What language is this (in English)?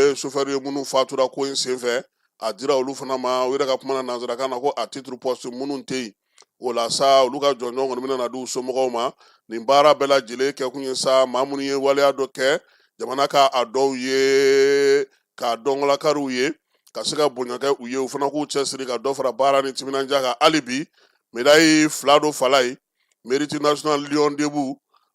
Bambara